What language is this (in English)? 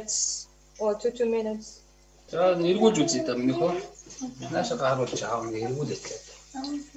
Bulgarian